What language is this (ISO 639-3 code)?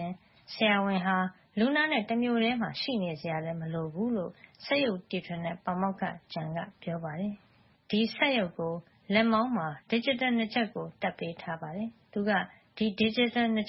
mya